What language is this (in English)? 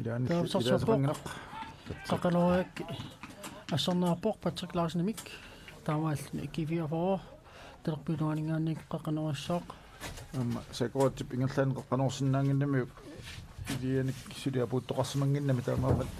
Kalaallisut